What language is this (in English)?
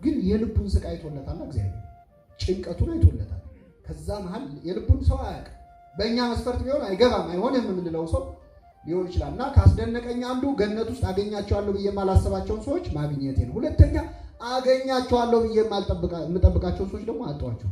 Amharic